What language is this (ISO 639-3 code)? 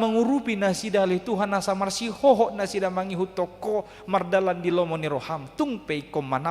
bbc